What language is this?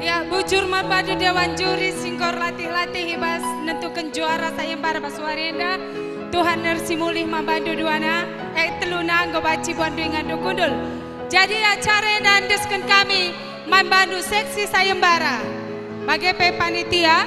Batak Karo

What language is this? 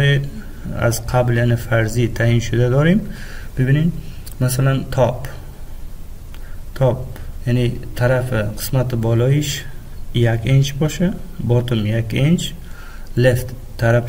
Persian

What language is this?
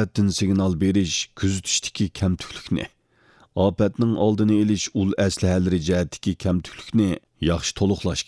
Uyghur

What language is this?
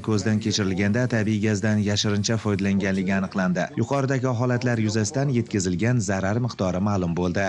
Uzbek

